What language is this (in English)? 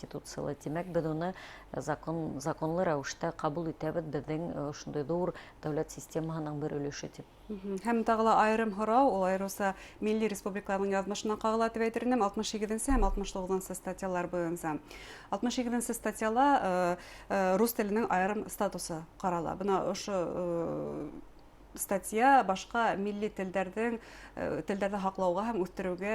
Bashkir